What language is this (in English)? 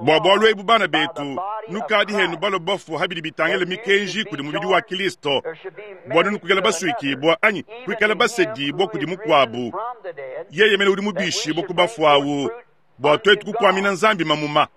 Luba-Lulua